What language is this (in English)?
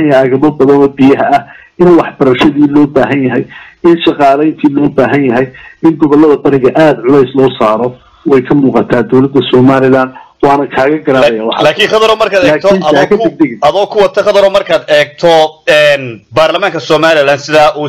Somali